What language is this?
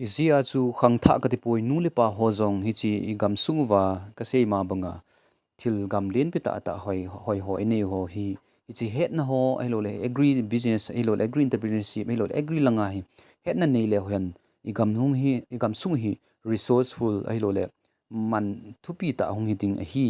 Thado Chin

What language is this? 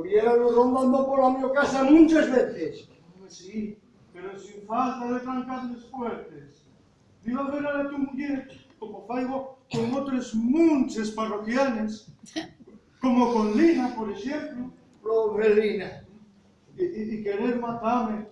Asturian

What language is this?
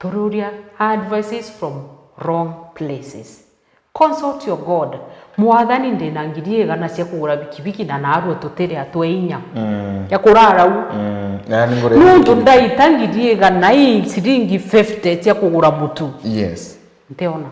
Meru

